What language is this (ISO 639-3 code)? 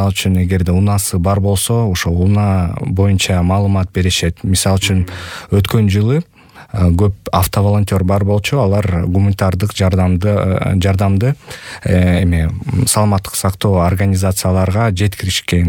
kir